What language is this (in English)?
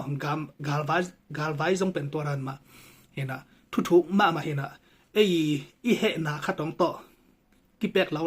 Tedim Chin